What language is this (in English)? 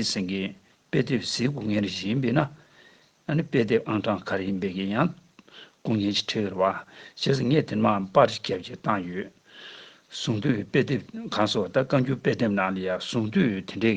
Tibetan